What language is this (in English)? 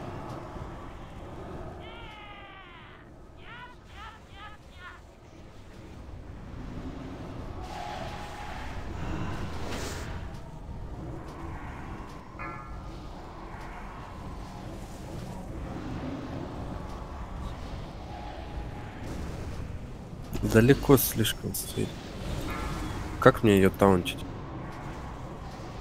Russian